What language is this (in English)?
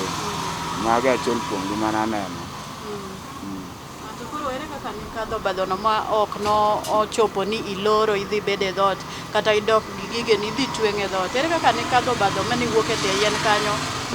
Luo (Kenya and Tanzania)